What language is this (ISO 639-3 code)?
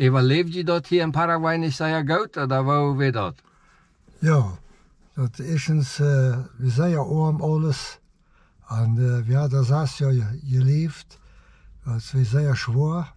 pdt